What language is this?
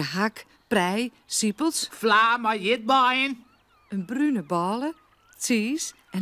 Western Frisian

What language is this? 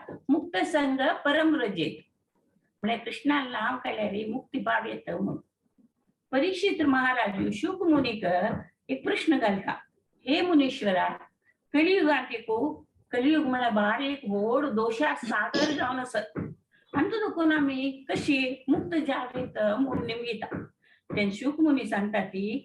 Konkani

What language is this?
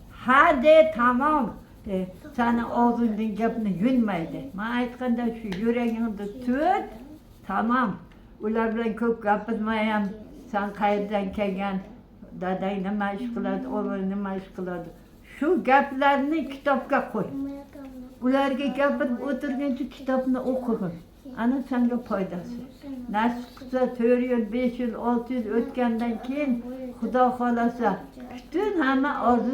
Uzbek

